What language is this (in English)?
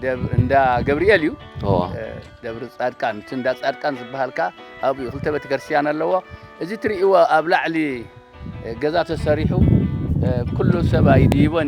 Tigrinya